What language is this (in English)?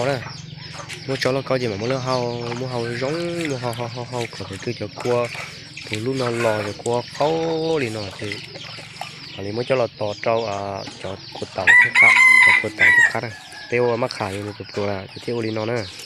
Hmong